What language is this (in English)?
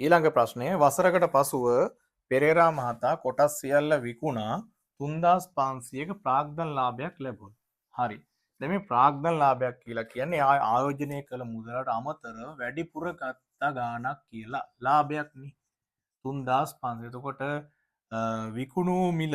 Sinhala